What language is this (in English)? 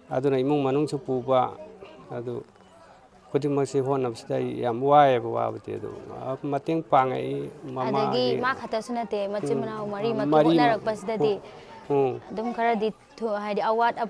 Manipuri